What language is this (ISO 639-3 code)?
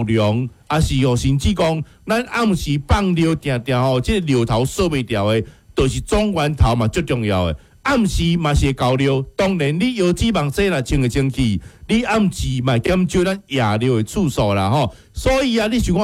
nan